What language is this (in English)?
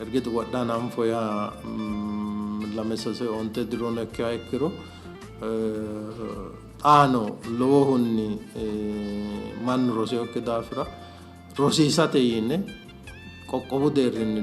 Sidamo